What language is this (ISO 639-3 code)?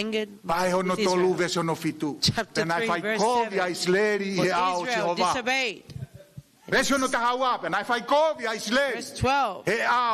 ton